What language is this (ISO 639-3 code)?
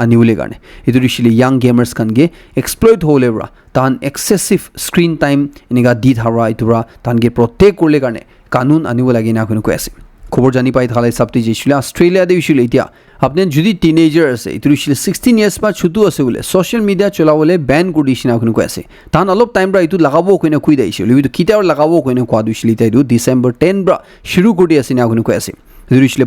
nag